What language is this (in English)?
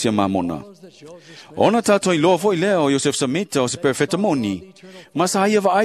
Samoan